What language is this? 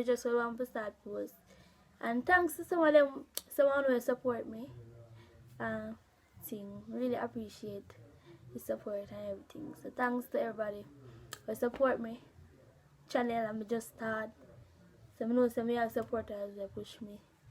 Jamaican Creole English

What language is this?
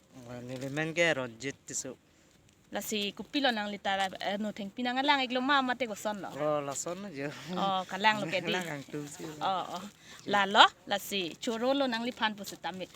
Karbi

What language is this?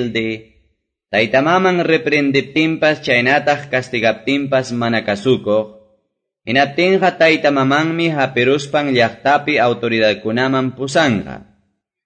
Quechua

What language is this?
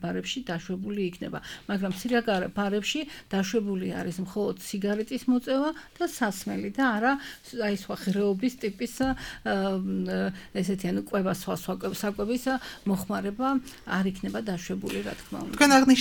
Georgian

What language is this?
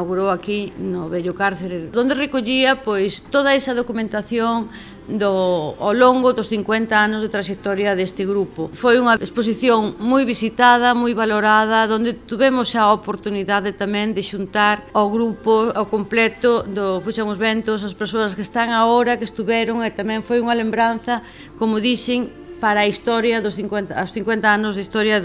Galician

